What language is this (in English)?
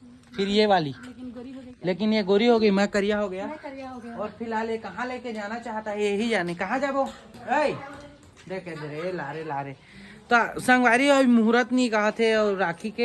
Chhattisgarhi